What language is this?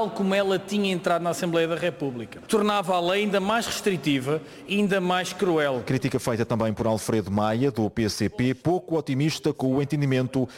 Portuguese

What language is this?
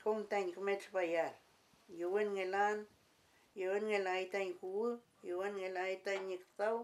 Mapuche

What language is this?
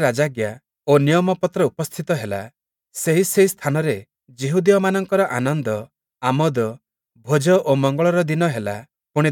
Odia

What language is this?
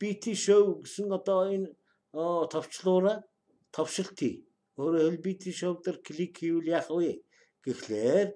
Mongolian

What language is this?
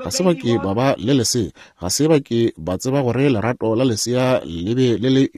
Northern Sotho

